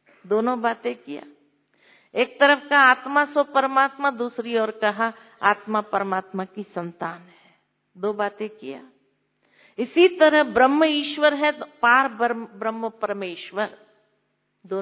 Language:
Hindi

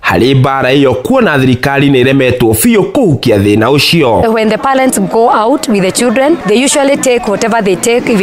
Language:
Kikuyu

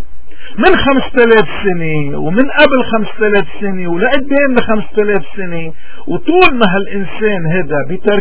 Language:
North Levantine Arabic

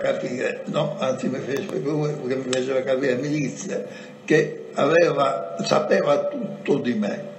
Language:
Italian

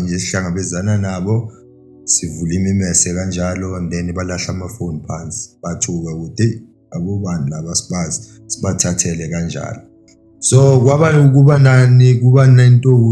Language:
Zulu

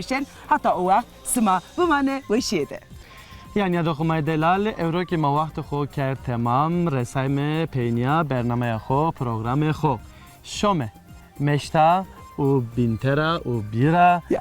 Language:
Zaza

